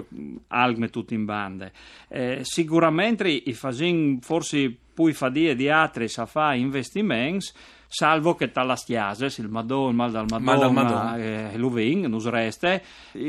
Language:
Friulian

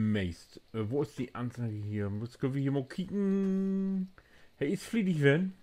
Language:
Low German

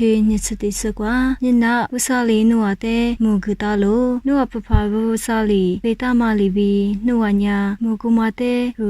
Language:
Lisu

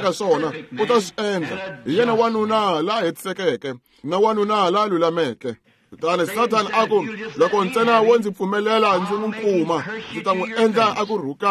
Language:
Tsonga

